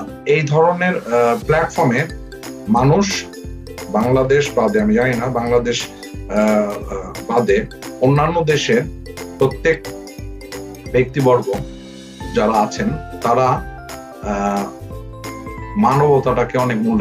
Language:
Bangla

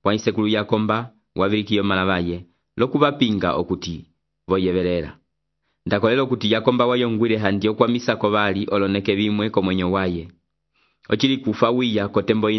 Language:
Umbundu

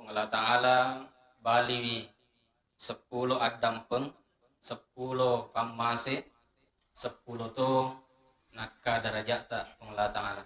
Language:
Buginese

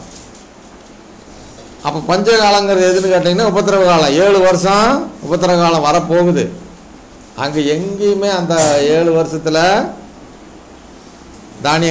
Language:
Tamil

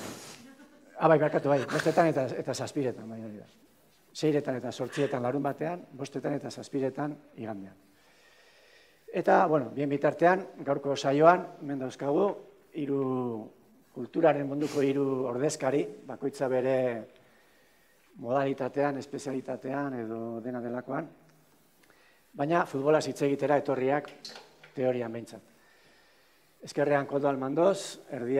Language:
Basque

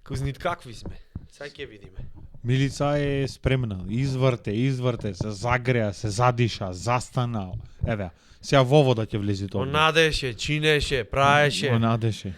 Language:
Macedonian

